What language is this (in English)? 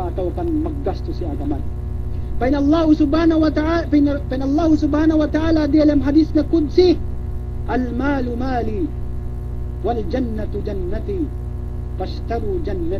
Yakan